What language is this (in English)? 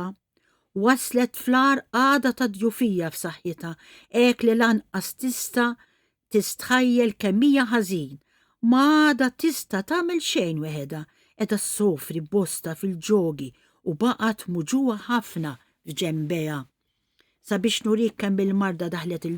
Maltese